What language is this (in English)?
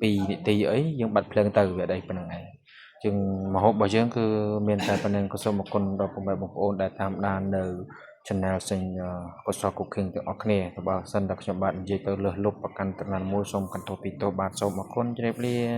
Khmer